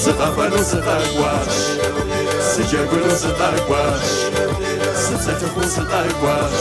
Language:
Kabardian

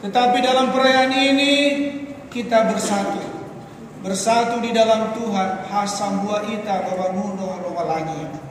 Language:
Nias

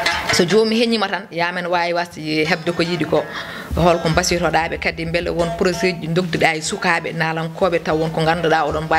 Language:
Fula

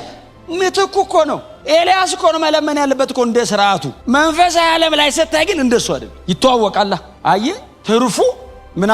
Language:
Amharic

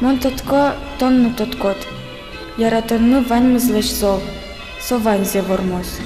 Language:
Udmurt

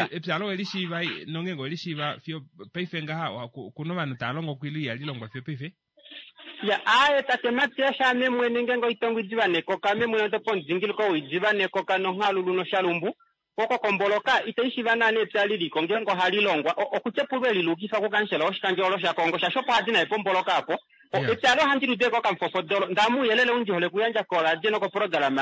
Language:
Kuanyama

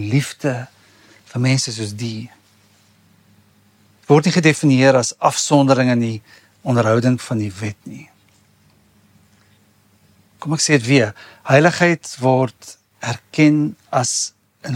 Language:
Afrikaans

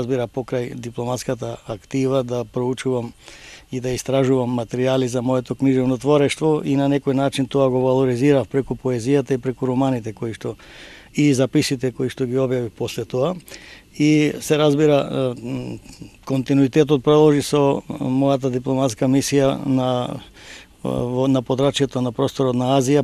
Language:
Macedonian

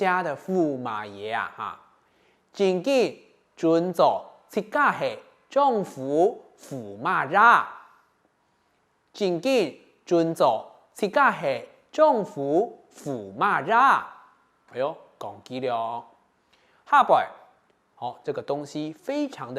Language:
Hakka Chinese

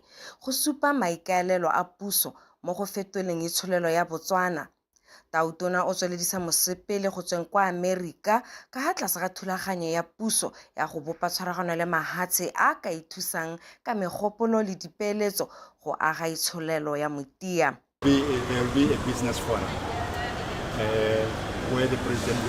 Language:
Tswana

